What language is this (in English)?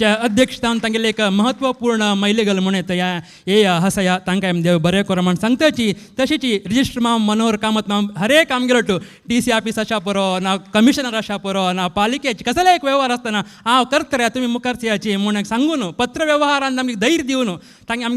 Konkani